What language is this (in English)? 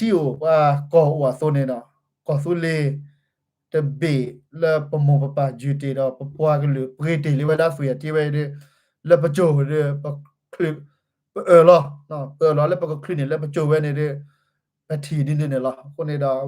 S'gaw Karen